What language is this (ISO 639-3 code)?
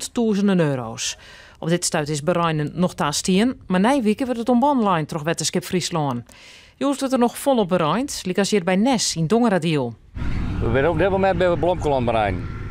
fry